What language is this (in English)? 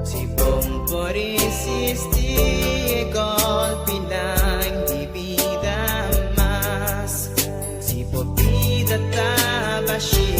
Papiamento